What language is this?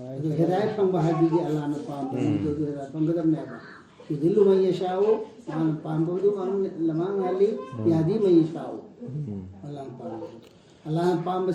Manipuri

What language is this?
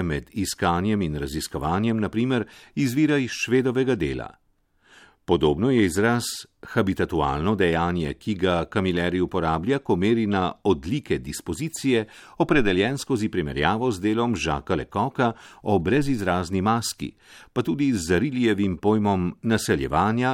Slovenian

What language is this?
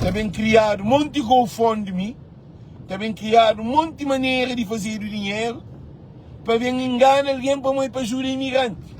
Kabuverdianu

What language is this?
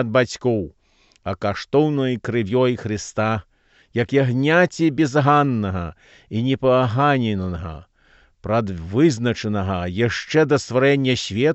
Belarusian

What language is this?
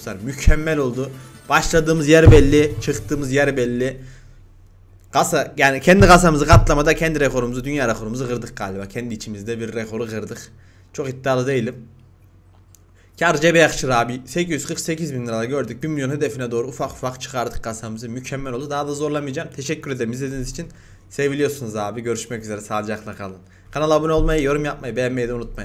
Turkish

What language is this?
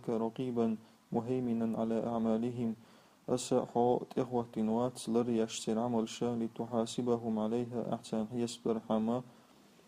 Chechen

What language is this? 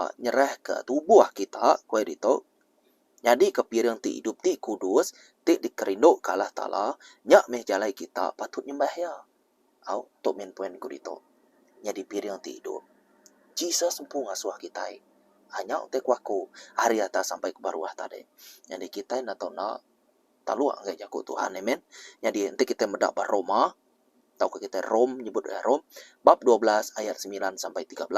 Iban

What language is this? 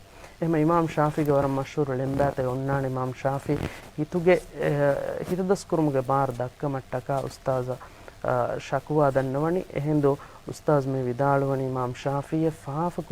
Divehi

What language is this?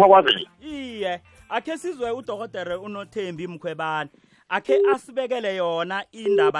South Ndebele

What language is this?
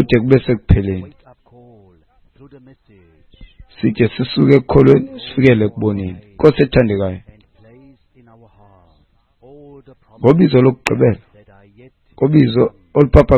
Xhosa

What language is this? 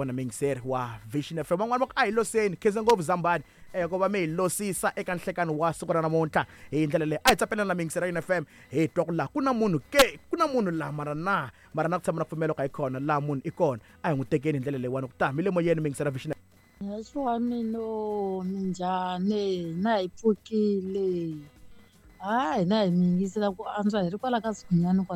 Tsonga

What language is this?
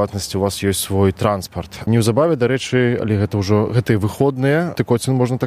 Belarusian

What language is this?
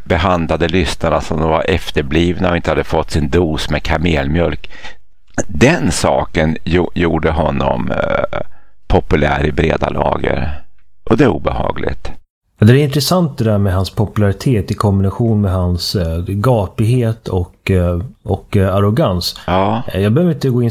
Swedish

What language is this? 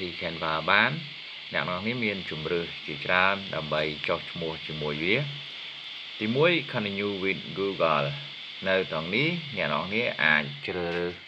Khmer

